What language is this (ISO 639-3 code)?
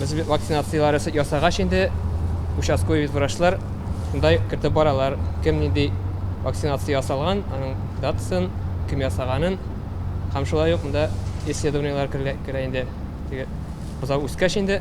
tat